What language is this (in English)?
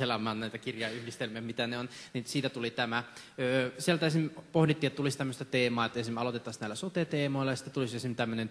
Finnish